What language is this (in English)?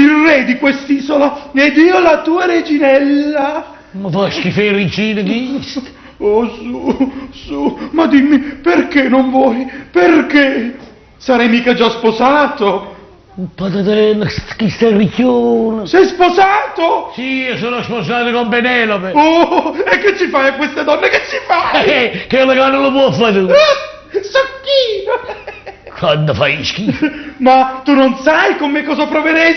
Neapolitan